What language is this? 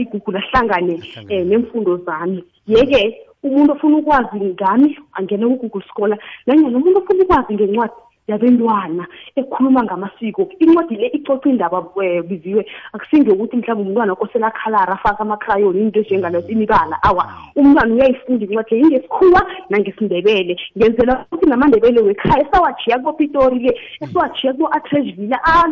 South Ndebele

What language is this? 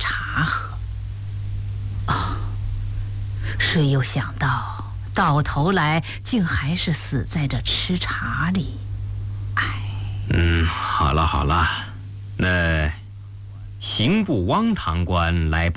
Chinese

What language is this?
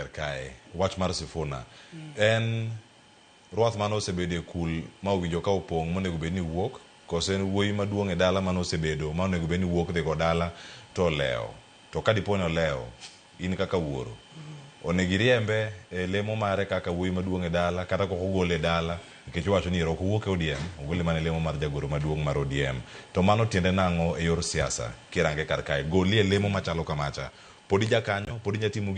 Luo (Kenya and Tanzania)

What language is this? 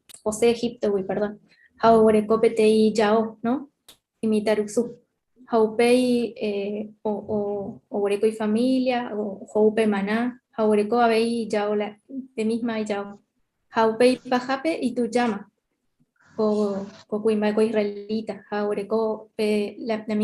Guarani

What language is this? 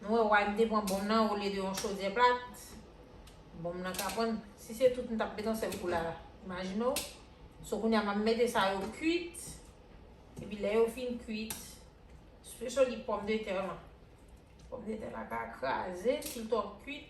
Haitian Creole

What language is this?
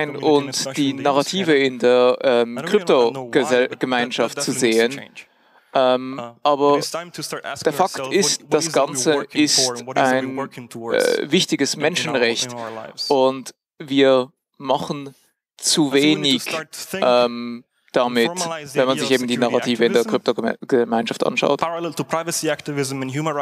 German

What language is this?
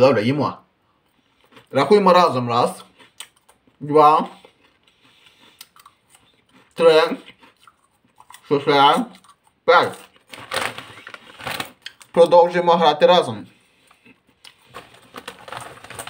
Ukrainian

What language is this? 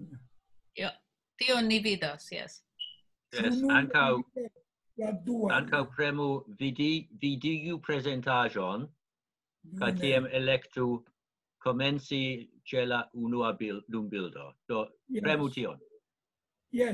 Esperanto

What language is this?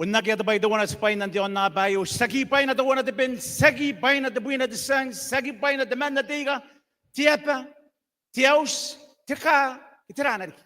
Gilbertese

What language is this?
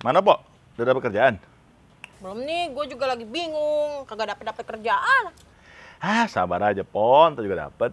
Betawi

